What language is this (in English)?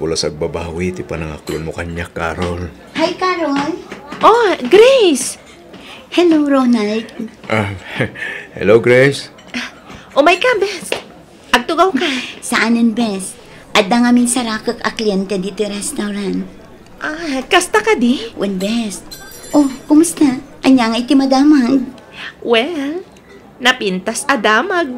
Iloko